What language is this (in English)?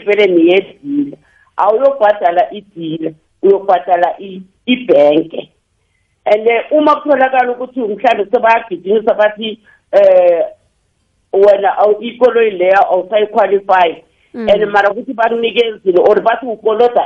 South Ndebele